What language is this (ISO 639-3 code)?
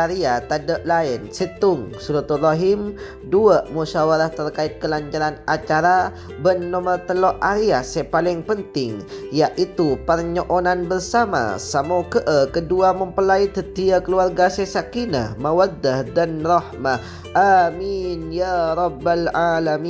mad